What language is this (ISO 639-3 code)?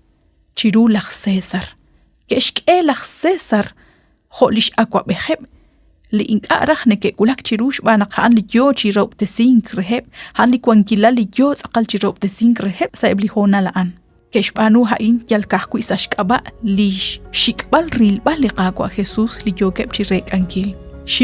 kek